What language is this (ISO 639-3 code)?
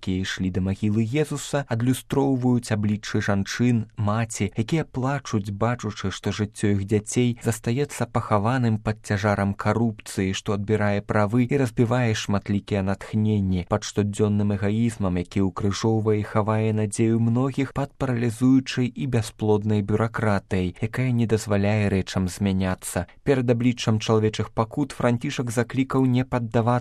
bel